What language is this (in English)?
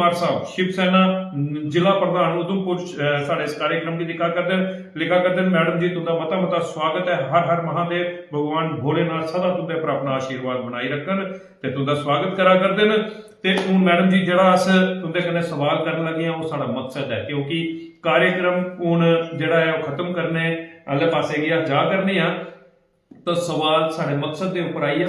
Dogri